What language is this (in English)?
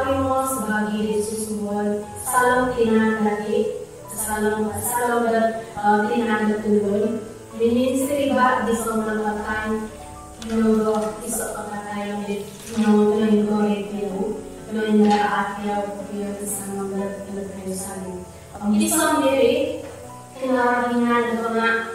Central Dusun